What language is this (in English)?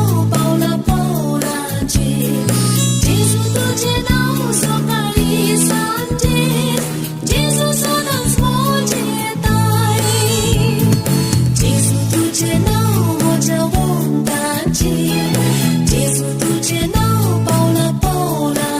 Konkani